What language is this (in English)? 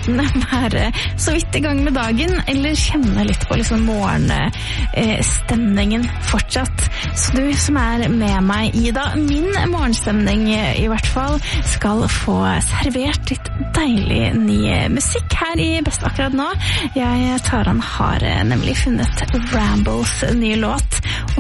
Norwegian